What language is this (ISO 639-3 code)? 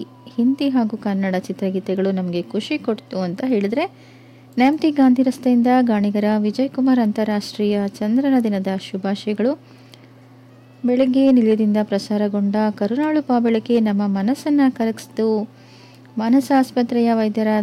kan